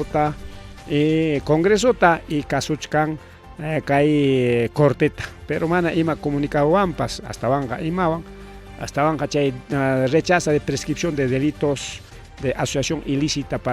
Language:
Ayacucho Quechua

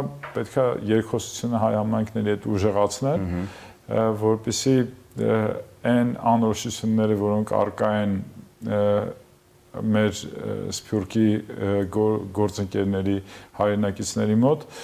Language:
Armenian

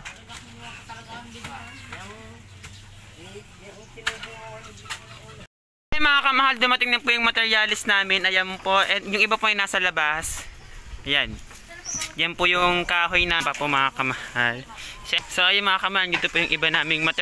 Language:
Filipino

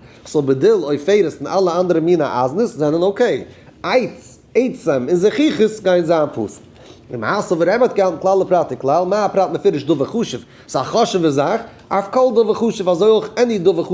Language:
Yiddish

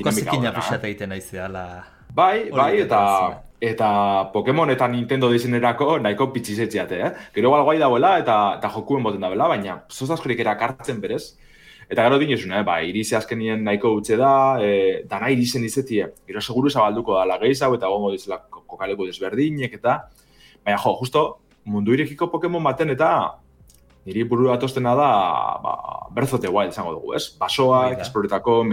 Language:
Basque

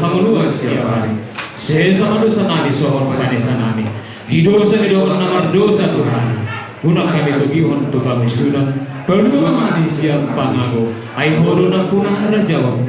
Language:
Batak Toba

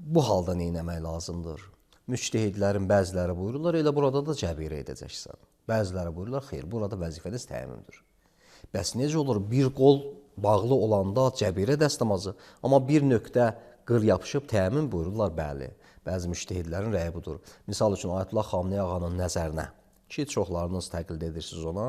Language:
Azerbaijani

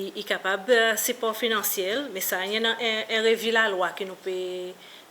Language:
Seselwa Creole French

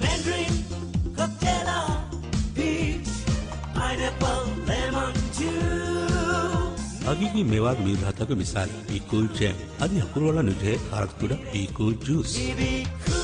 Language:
Divehi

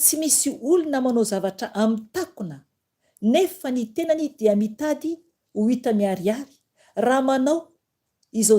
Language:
Malagasy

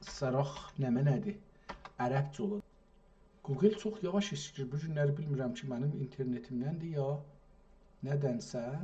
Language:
South Azerbaijani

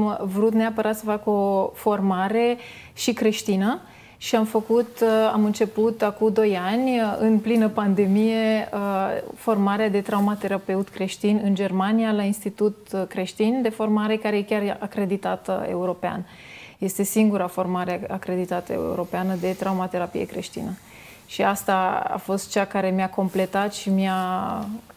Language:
Romanian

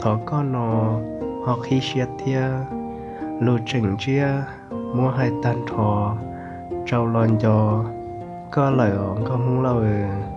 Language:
Hmong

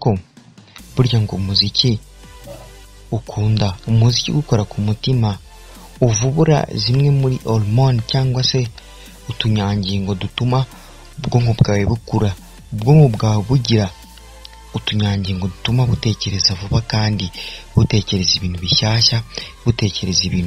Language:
Kinyarwanda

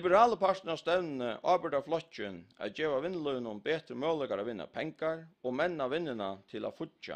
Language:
Faroese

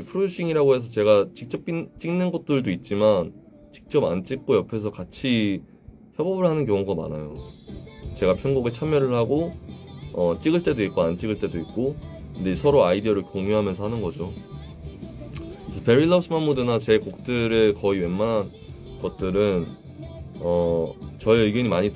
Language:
Korean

